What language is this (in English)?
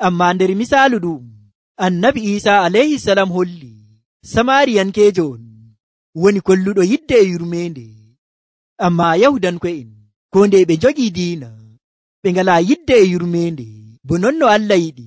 Nigerian Fulfulde